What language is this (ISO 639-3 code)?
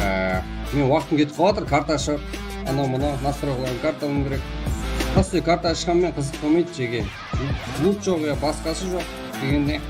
kaa